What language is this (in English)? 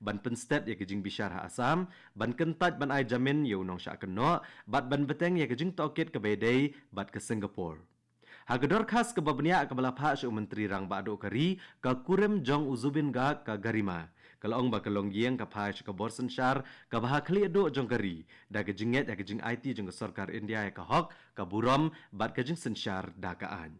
Khasi